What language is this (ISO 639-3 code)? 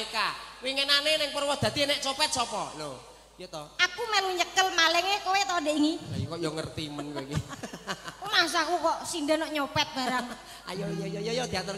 jav